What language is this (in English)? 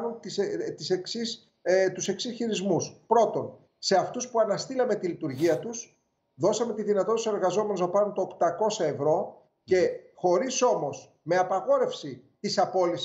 Greek